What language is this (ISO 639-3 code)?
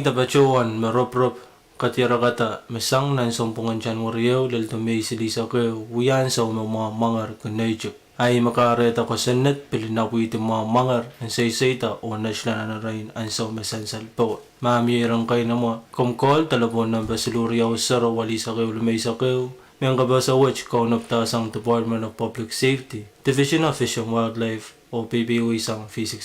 pon